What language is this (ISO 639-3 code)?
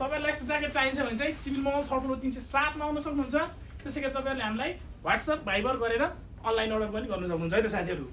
nep